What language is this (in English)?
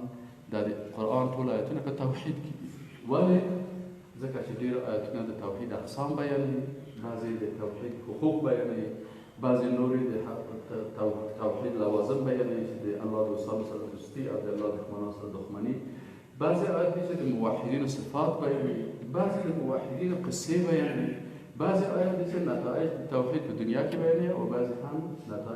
Persian